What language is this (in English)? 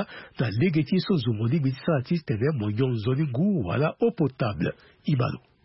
Sango